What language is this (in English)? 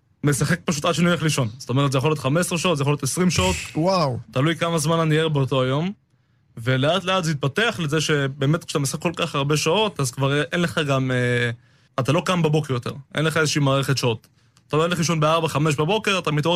Hebrew